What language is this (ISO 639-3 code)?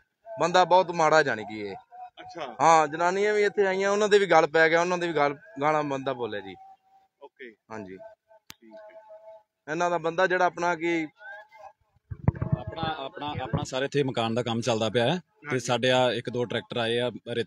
pan